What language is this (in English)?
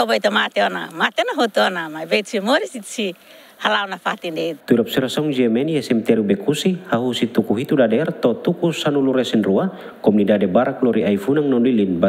Tetum